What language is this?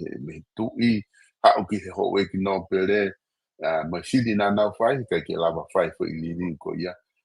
Tongan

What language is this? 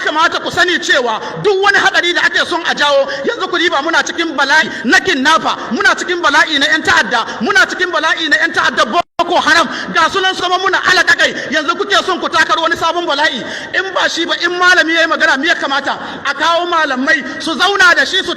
Hausa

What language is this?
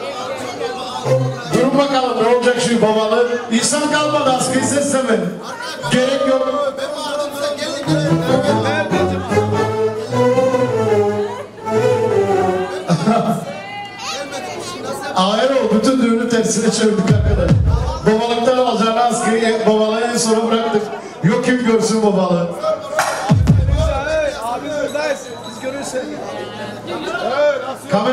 Turkish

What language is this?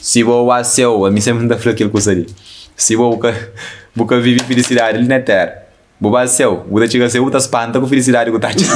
Kabuverdianu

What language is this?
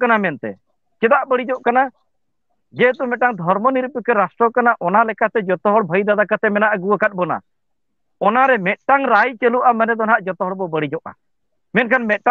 Santali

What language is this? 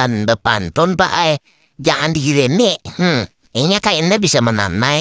Banjar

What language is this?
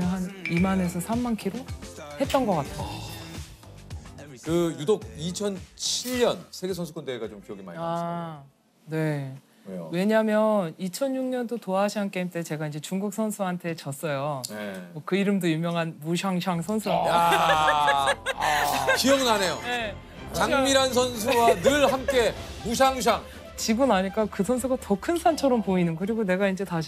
Korean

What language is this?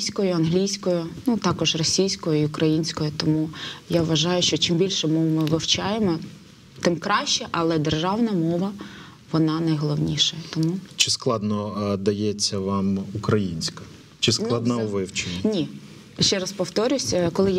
Ukrainian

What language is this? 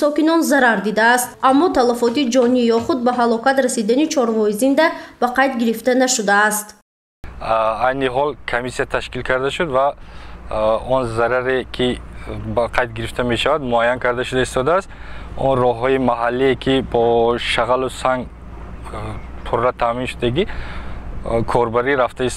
Tajik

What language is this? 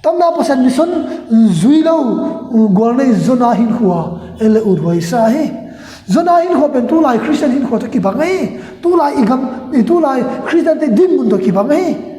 Tedim Chin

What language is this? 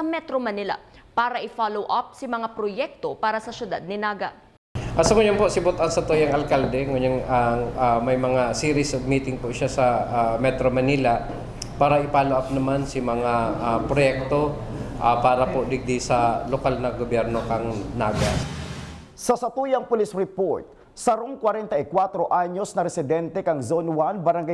Bikol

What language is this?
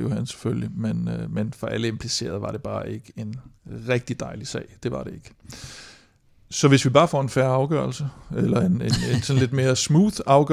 Danish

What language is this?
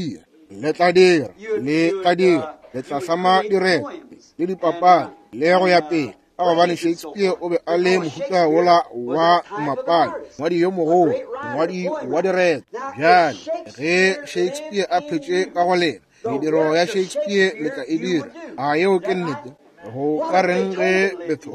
Northern Sotho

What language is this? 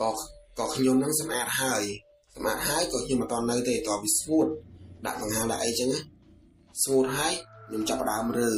Khmer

